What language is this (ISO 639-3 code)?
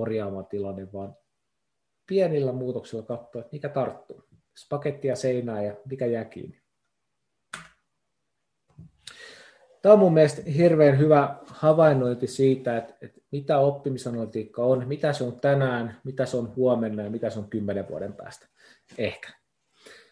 fin